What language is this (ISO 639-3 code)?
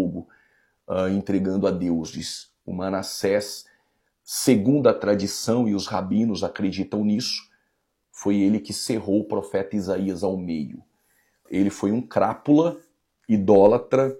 por